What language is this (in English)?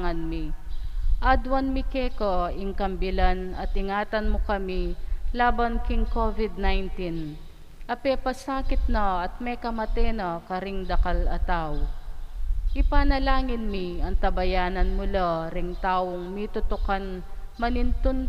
Pampanga